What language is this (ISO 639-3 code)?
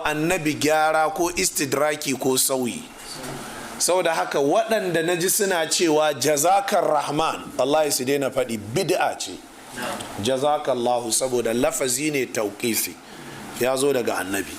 hau